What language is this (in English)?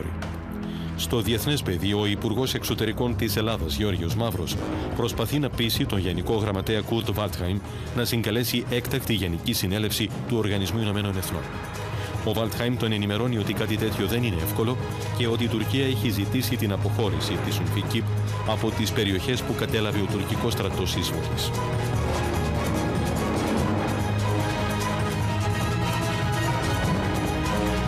Greek